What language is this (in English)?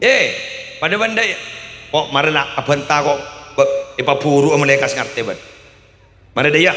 Madurese